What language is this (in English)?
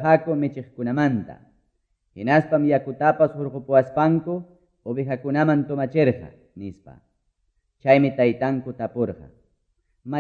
Quechua